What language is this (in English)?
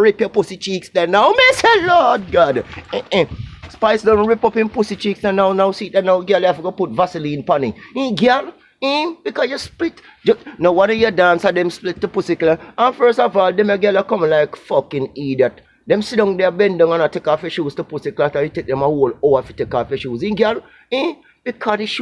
Jamaican Creole English